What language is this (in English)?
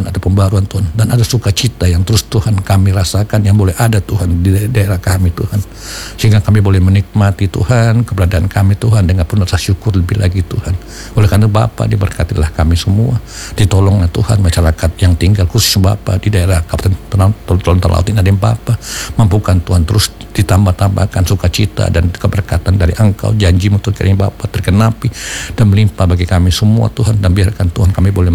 Indonesian